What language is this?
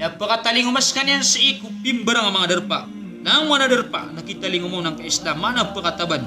Maranao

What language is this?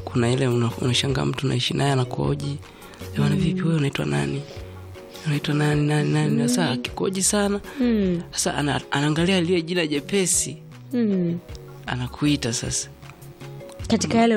Swahili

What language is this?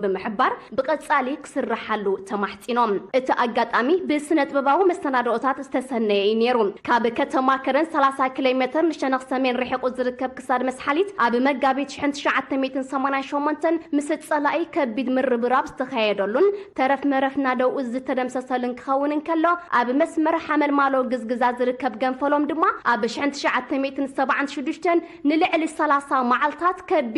Tigrinya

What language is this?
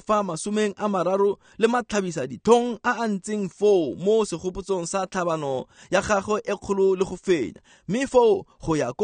Tswana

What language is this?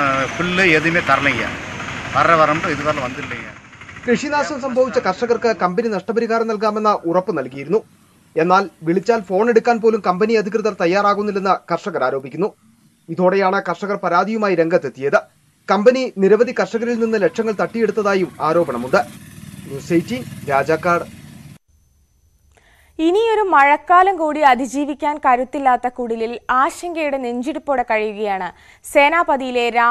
Malayalam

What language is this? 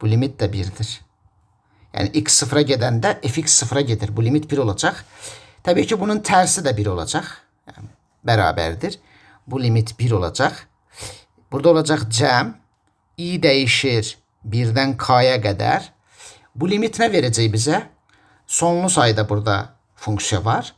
Azerbaijani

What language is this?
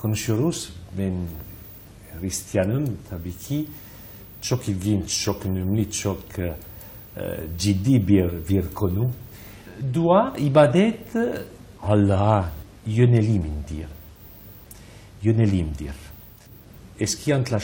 Turkish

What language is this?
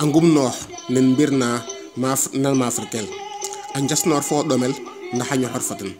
Serer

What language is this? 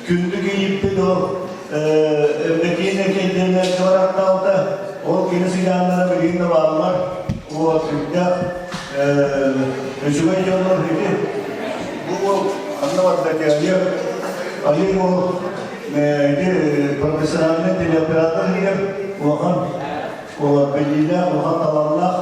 Yakut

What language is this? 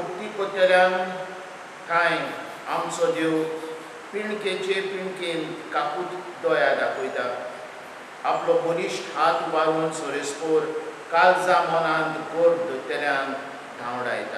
Konkani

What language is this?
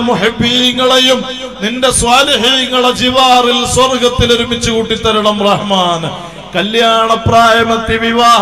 Malayalam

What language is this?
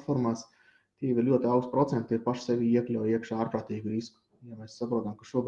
Latvian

